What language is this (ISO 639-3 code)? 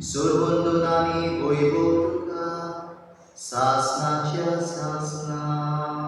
kok